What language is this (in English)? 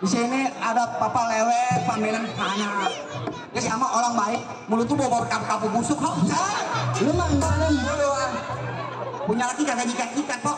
Betawi